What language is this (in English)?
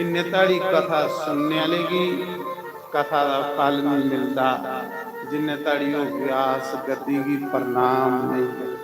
Dogri